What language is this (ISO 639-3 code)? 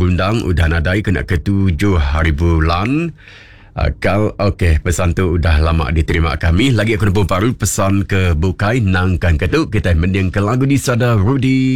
iba